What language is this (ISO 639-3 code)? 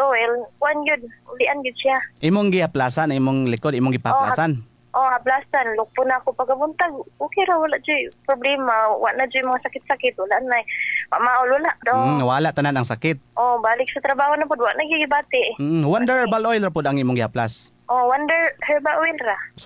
ceb